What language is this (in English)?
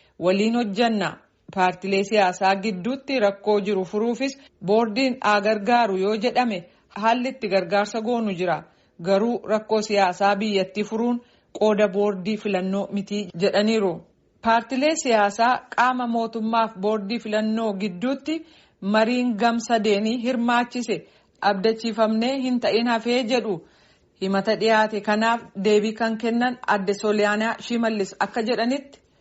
Oromo